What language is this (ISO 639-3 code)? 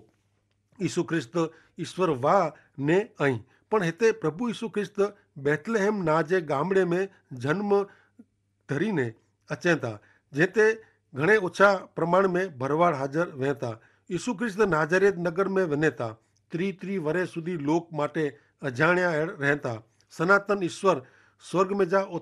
kfr